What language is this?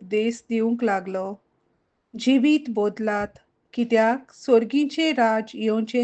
Konkani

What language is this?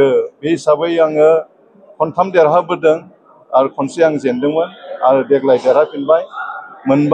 Bodo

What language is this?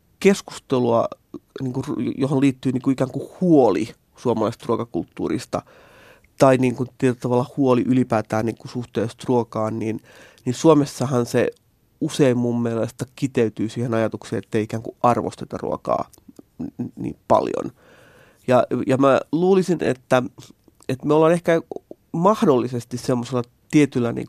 Finnish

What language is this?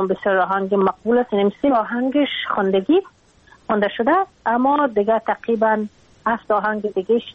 Persian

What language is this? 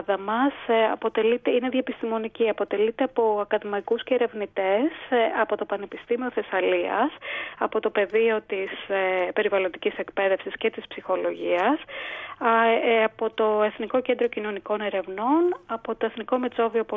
Greek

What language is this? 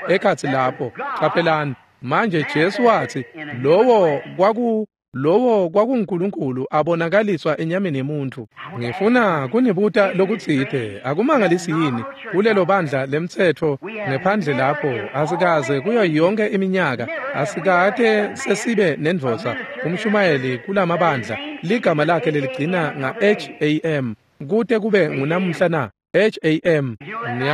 Swati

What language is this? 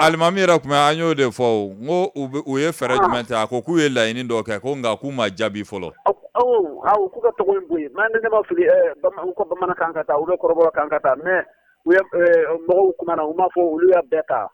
Bambara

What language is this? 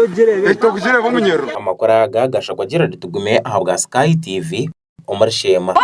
Nyankole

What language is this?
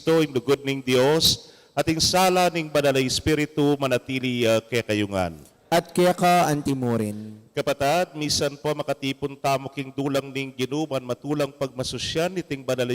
Pampanga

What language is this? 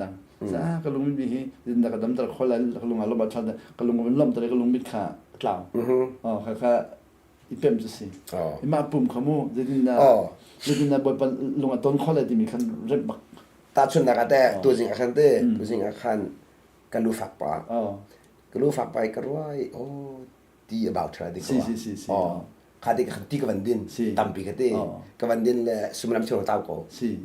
Hakha Chin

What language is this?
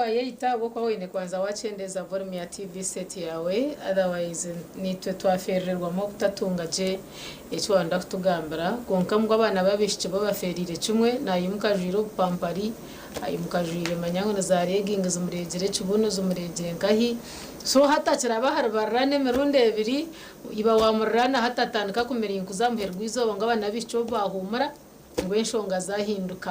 Nyankole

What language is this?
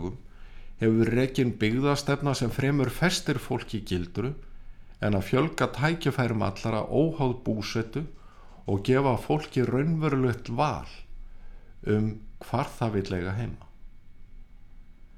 Icelandic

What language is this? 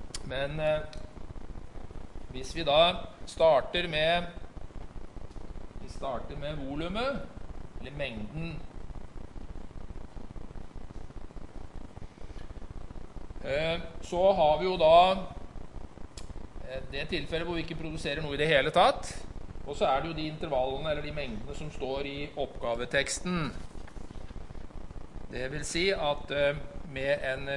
Norwegian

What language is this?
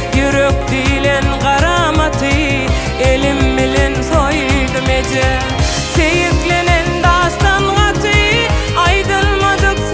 Turkmen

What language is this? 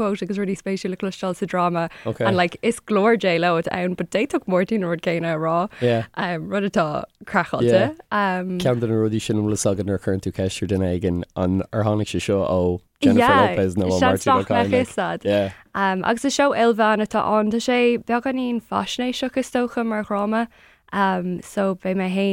Irish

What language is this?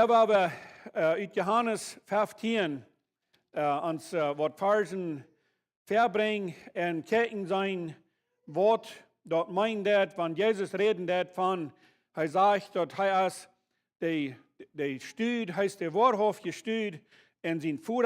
Plautdietsch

